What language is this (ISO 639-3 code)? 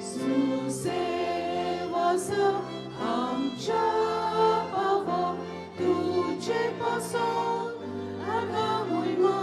kok